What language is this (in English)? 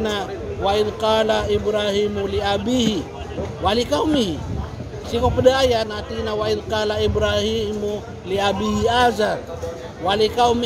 Maranao